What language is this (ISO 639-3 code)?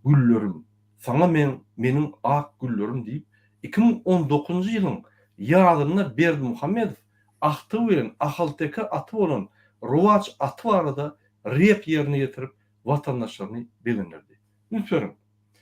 tuk